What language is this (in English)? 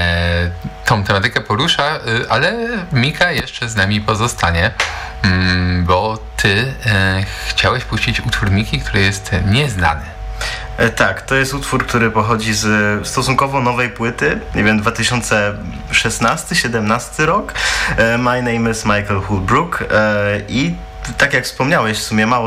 Polish